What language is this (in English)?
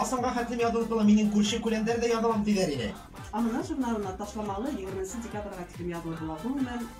Bashkir